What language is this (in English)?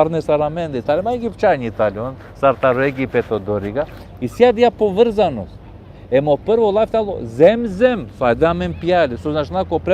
Balkan Romani